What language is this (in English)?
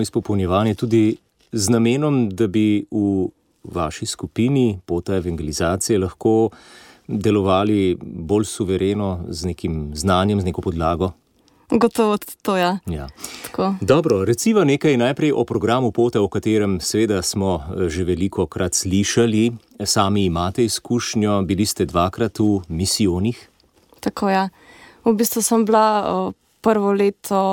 Slovenian